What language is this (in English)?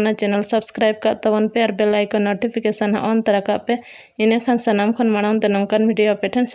Santali